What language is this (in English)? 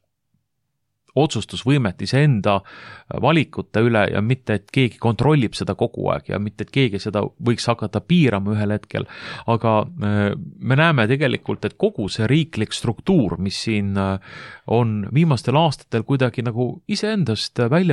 Estonian